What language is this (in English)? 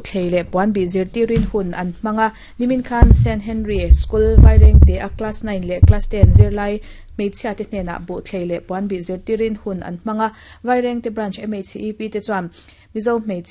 Mizo